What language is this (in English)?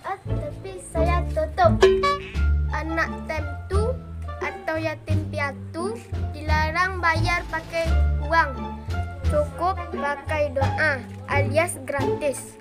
Minangkabau